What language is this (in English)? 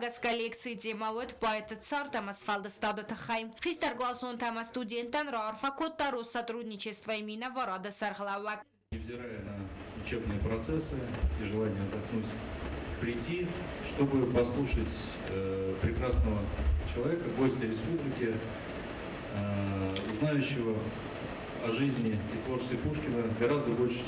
Ossetic